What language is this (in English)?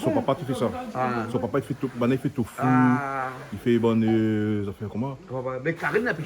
Réunion Creole French